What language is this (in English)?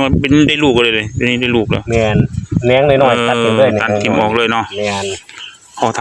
Northeastern Thai